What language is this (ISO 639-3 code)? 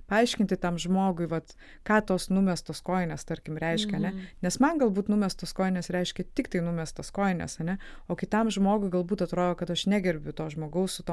lit